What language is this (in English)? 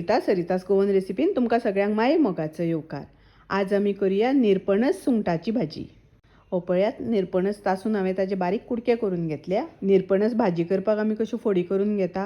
Konkani